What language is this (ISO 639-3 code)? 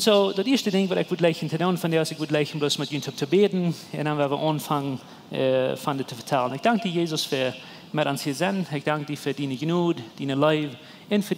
pdt